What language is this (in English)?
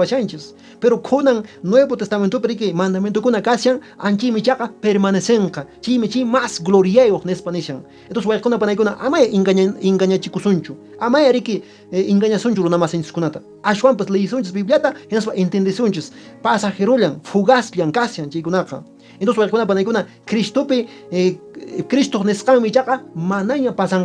Quechua